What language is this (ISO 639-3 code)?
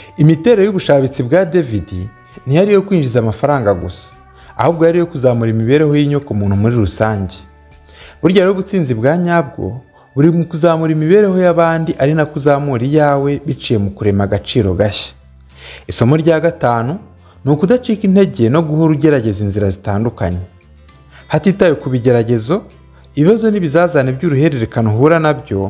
kin